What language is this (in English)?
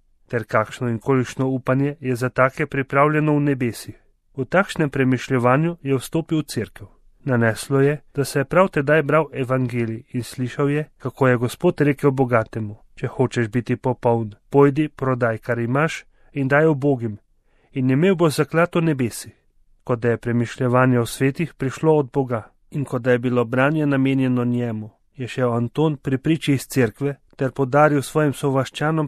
Slovenian